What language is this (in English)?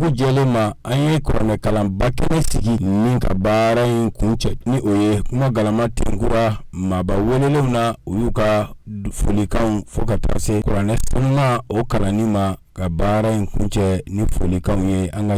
Bambara